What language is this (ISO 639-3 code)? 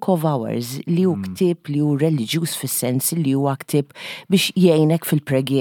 mlt